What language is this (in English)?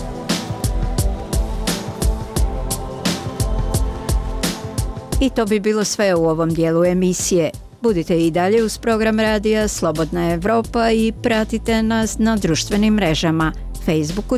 Bosnian